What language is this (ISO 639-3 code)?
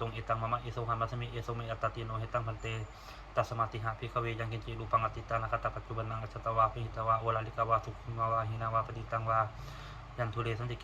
pli